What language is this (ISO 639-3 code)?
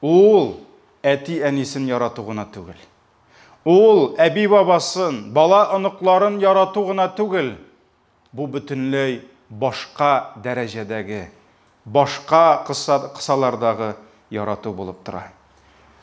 tat